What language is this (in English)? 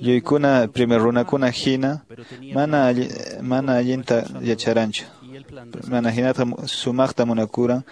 Quechua